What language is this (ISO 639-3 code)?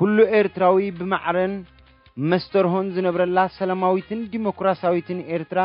tir